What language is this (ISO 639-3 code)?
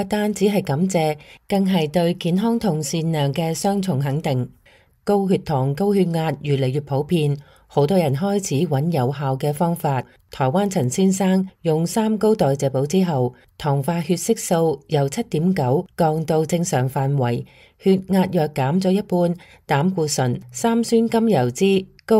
yue